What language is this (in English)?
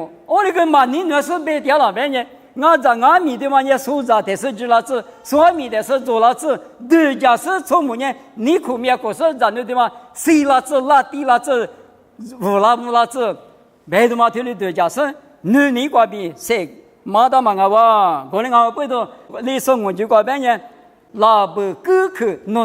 Lisu